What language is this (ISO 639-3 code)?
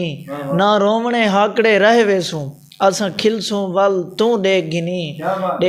skr